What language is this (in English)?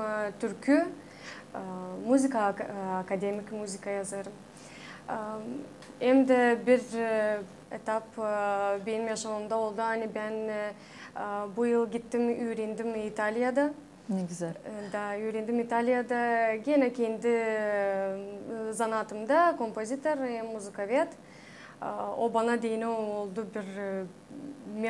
Gagauz